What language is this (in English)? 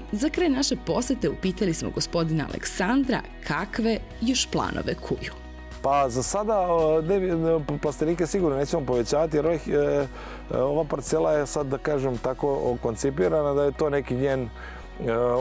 Serbian